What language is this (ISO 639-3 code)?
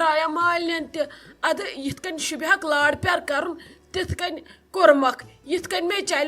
kas